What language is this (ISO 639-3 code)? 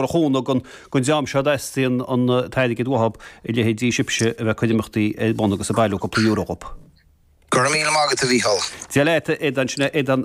gle